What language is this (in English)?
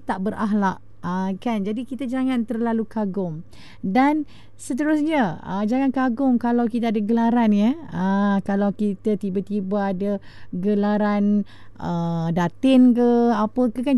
Malay